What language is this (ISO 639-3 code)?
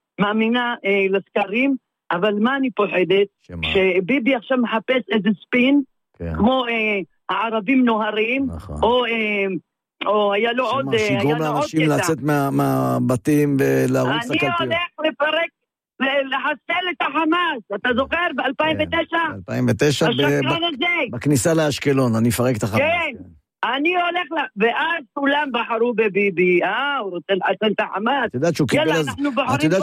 heb